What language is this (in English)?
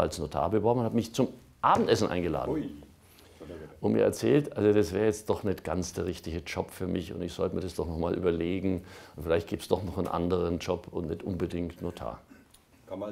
German